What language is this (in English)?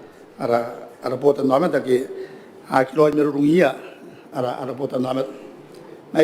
Gilbertese